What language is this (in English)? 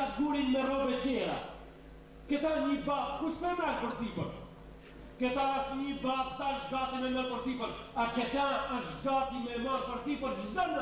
Albanian